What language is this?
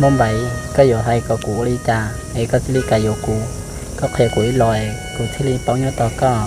Hmong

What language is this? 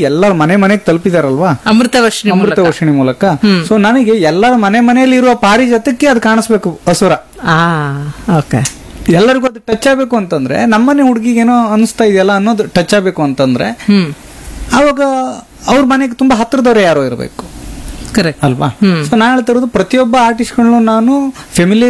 Kannada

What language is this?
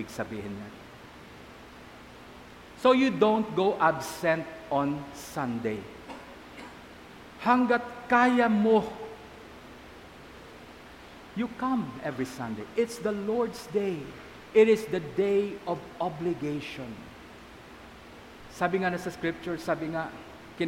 Filipino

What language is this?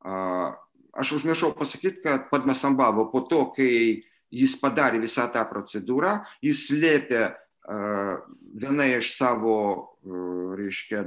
Lithuanian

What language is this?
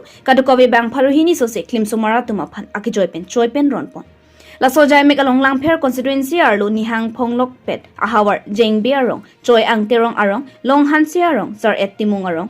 Karbi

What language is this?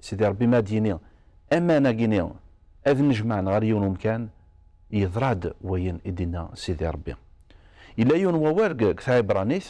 Kabyle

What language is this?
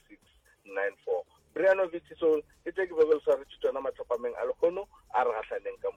Northern Sotho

